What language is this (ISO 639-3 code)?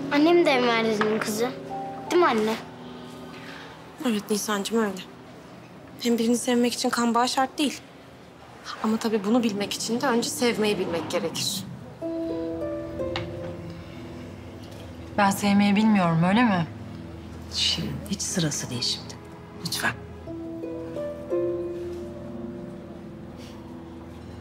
tur